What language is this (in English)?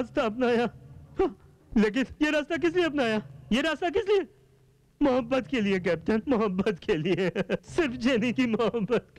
Hindi